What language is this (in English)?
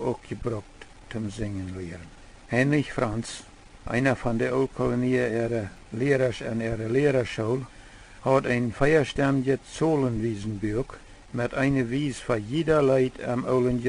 Plautdietsch